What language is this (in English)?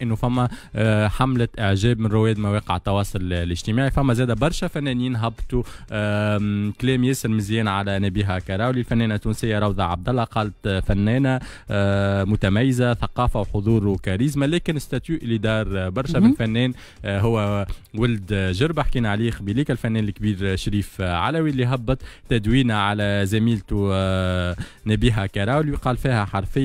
Tunisian Arabic